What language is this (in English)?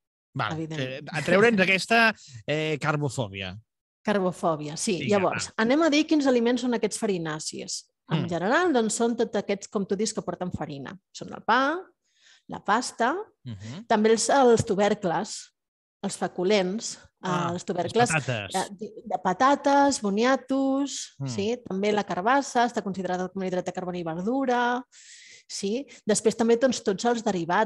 Catalan